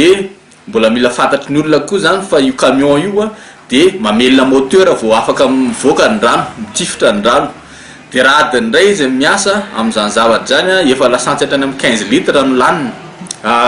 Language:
Malagasy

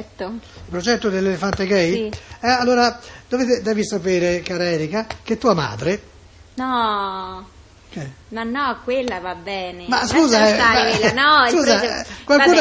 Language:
Italian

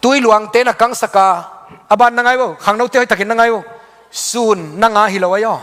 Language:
Tedim Chin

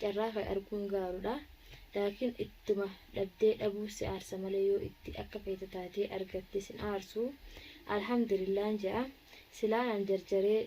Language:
Oromo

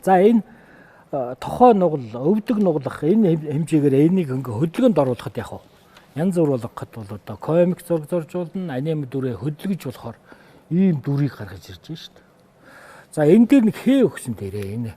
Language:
Mongolian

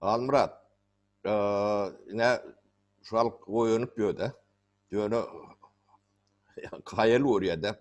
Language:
Turkmen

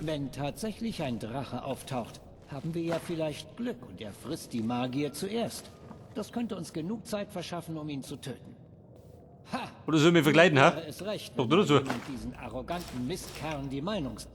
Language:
Bavarian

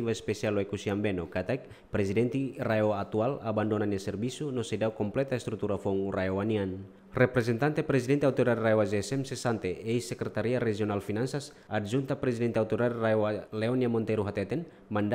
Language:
Tetum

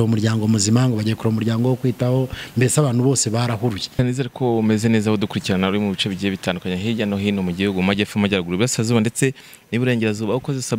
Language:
Kinyarwanda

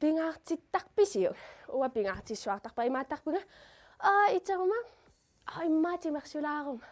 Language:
Kalaallisut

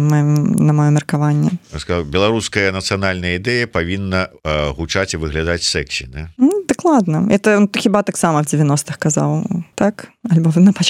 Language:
Belarusian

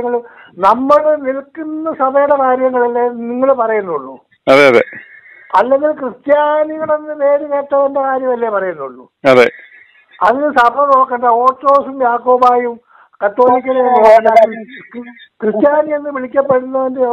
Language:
Malayalam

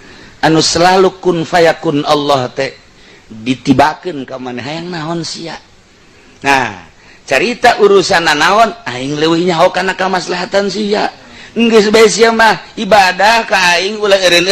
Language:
Sundanese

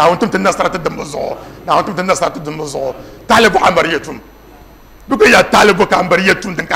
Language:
Dagbani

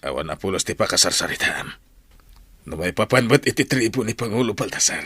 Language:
Iloko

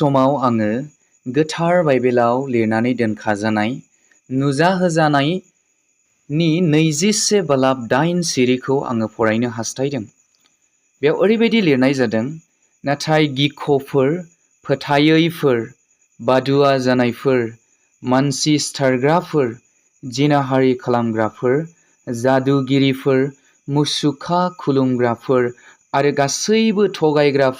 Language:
Bodo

